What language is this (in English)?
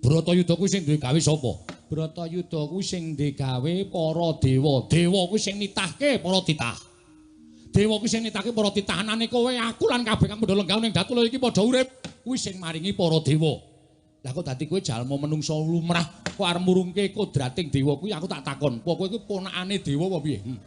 Javanese